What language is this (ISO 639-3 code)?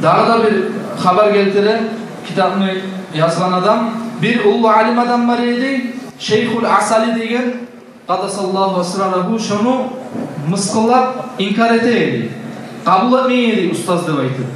kum